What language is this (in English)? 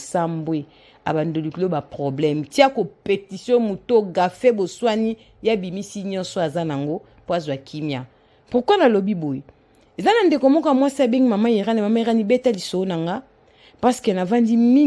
Lingala